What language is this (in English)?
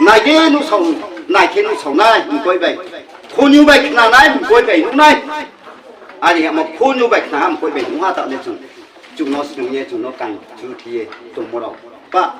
Riang (India)